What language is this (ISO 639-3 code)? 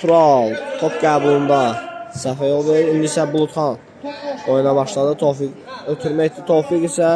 aze